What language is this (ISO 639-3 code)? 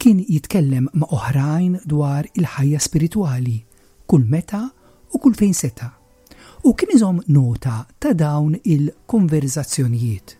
mlt